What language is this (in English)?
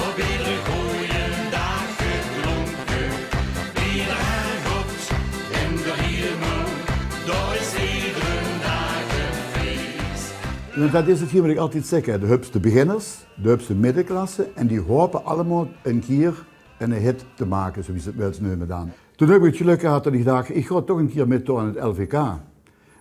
Limburgish